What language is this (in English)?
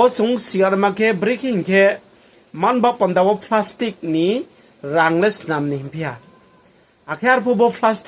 Riang (India)